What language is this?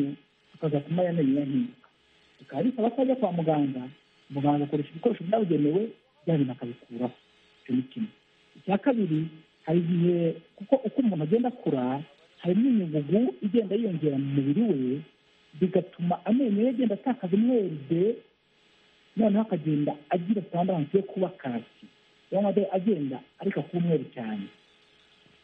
Kinyarwanda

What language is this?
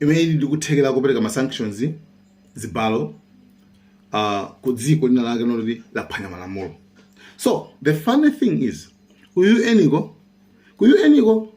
Nyanja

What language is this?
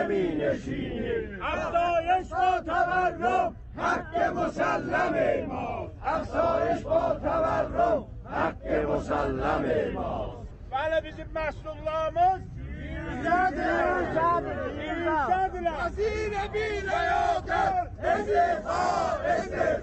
Persian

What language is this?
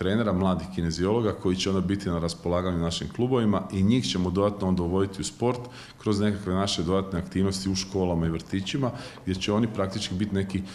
Croatian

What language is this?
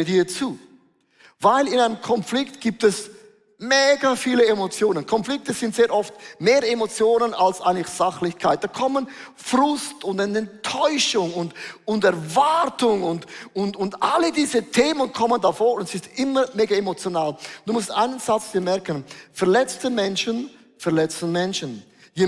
Swiss German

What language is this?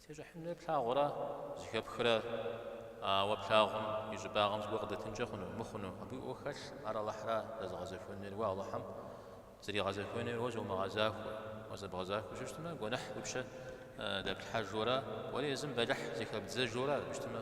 Kabardian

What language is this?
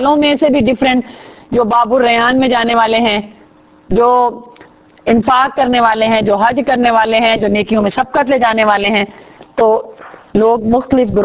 Urdu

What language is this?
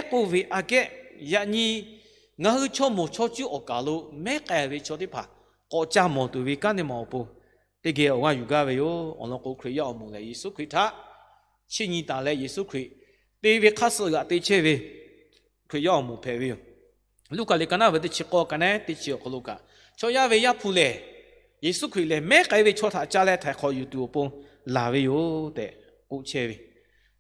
Lahu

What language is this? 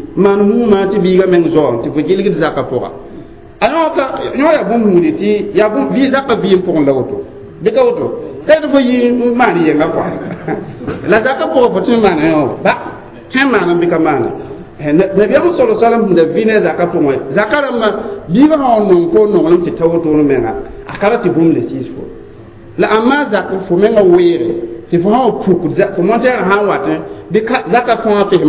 Mossi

